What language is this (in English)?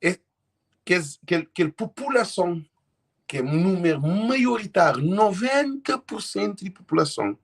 Kabuverdianu